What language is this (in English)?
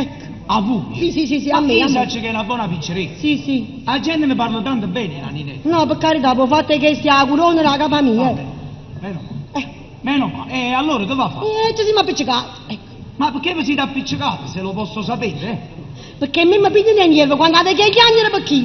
Neapolitan